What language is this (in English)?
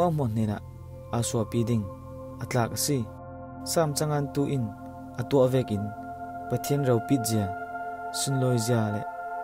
Falam Chin